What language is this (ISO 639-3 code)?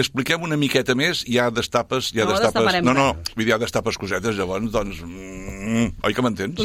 cat